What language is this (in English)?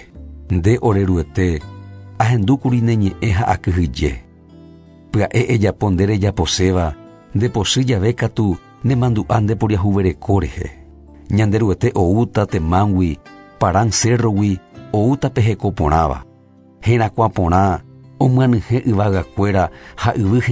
Guarani